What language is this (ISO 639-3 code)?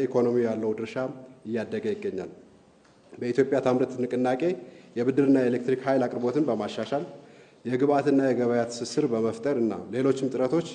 amh